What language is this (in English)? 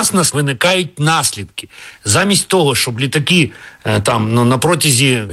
Ukrainian